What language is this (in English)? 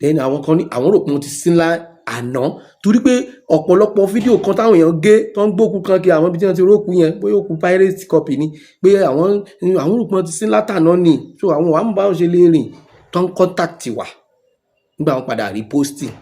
Yoruba